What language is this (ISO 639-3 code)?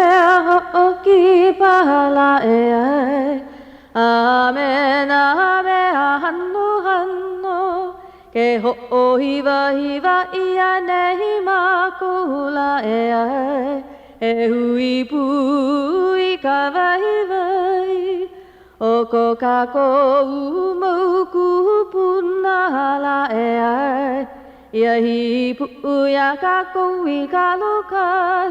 haw